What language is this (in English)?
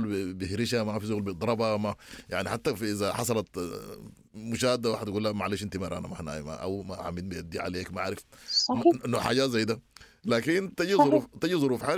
Sudanese Arabic